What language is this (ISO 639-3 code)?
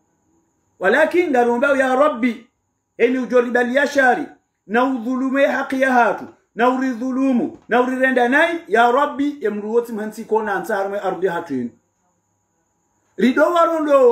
swa